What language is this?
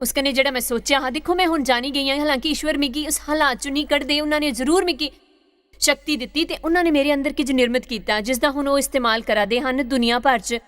Dogri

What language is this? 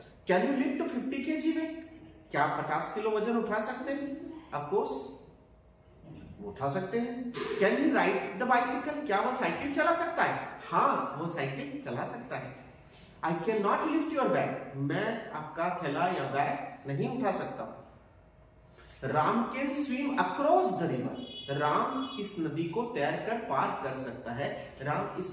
Hindi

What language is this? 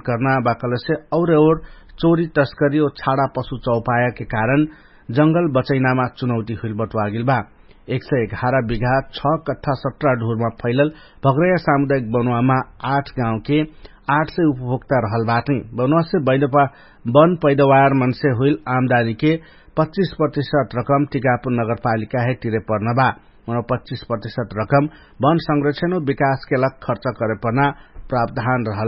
Dangaura Tharu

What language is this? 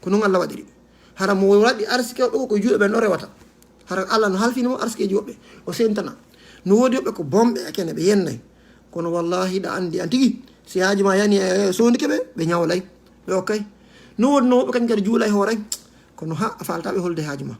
Fula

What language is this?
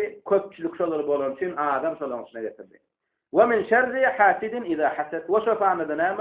Turkmen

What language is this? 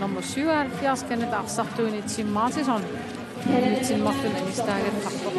Kalaallisut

